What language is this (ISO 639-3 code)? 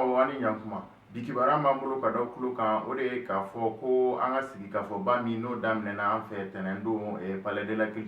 bam